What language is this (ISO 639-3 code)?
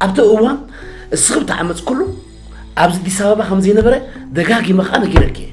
tir